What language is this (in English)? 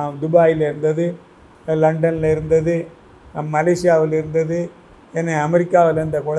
Tamil